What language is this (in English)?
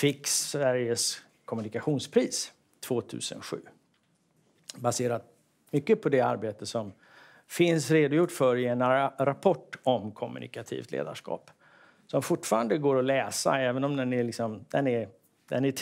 Swedish